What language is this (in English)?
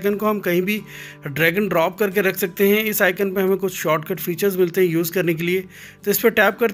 Hindi